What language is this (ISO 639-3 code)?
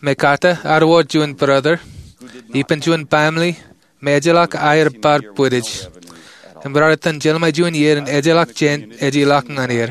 mah